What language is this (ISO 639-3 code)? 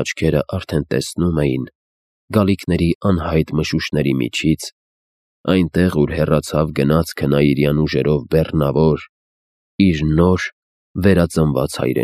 hye